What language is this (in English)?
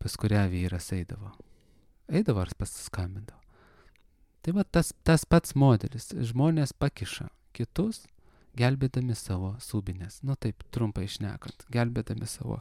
Lithuanian